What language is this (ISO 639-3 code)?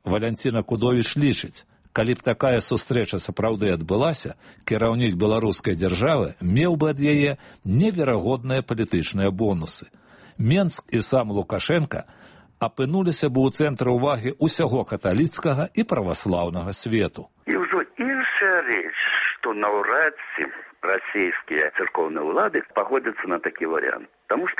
bel